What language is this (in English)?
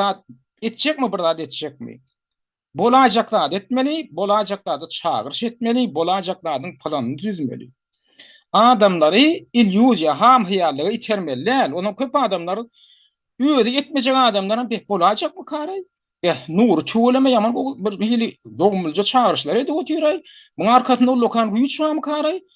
Turkmen